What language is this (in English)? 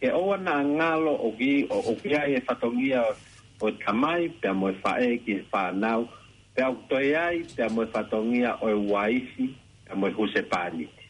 Tongan